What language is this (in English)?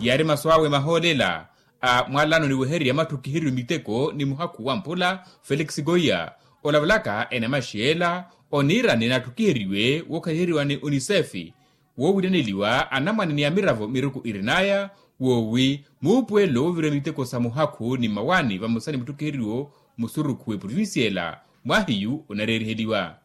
Makhuwa